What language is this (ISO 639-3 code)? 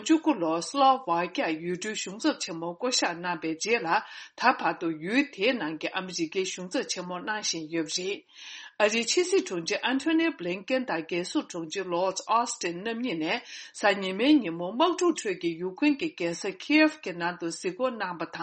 bod